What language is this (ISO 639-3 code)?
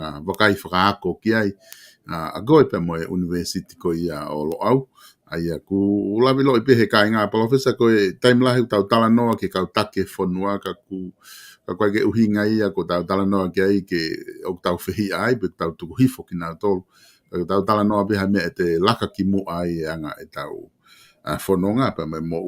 ton